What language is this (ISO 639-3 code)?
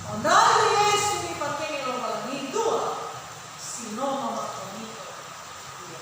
nia